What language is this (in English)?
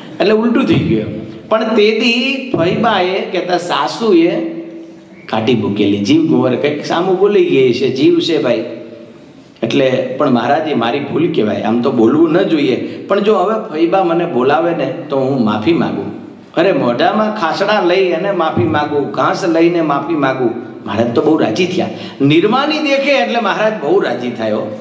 Gujarati